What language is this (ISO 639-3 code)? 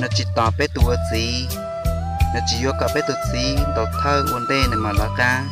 hmn